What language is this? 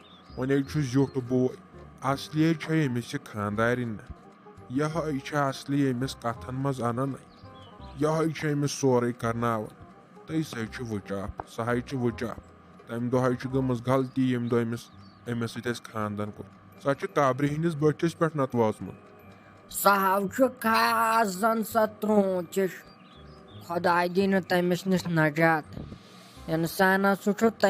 Kashmiri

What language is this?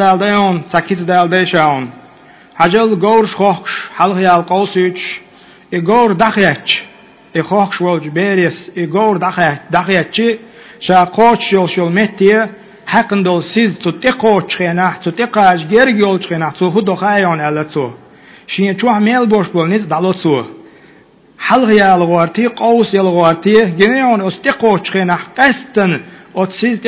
Chechen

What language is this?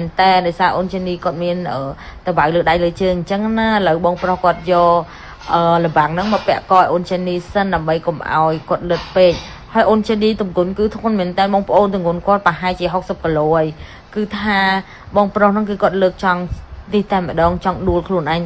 Khmer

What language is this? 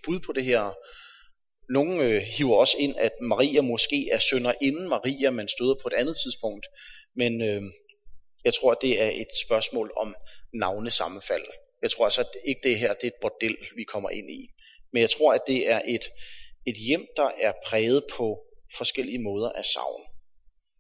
Danish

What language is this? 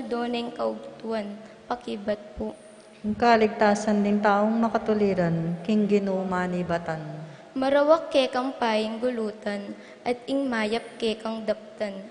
Pampanga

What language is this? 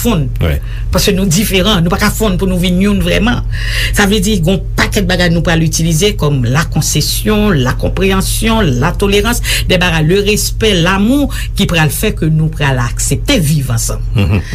Haitian Creole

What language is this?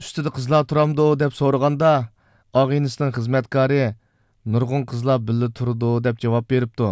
Uyghur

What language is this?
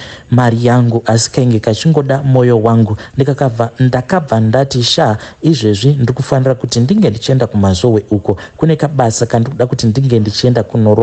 Shona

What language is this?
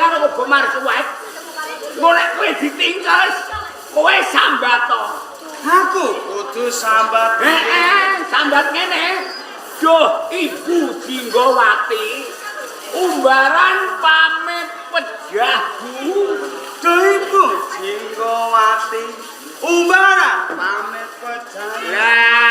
Javanese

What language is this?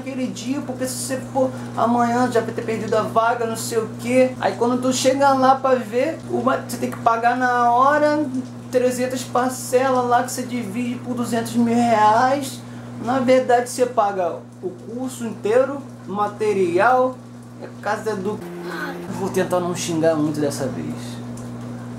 Portuguese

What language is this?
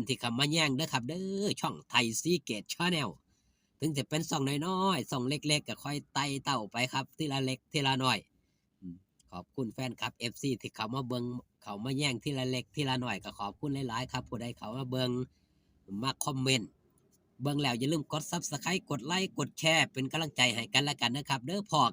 Northeastern Thai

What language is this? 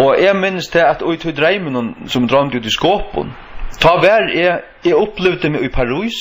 Faroese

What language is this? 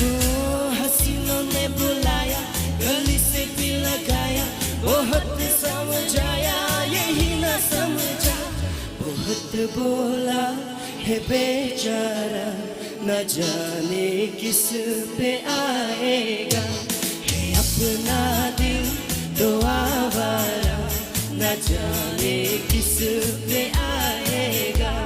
Poumei Naga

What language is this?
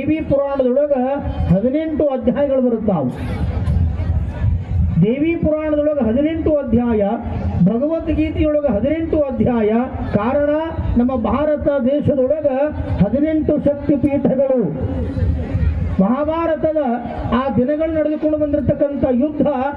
Kannada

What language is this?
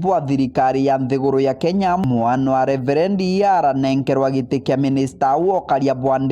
Meru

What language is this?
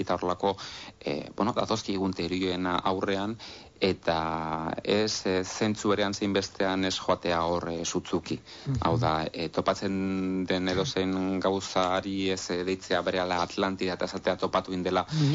Basque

